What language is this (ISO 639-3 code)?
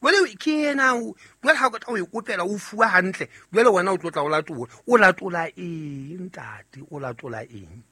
sot